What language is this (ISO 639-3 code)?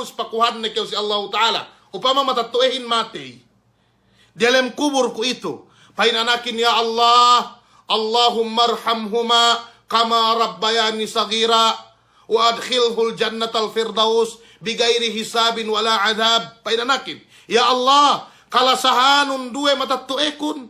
yka